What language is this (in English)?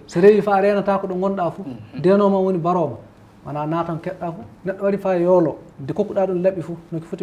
Fula